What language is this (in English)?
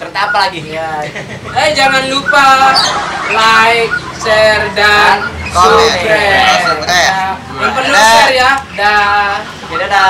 Sasak